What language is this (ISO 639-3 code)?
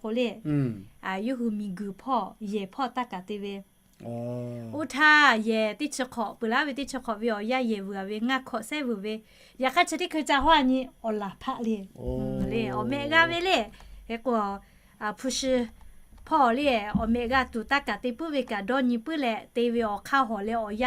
lhu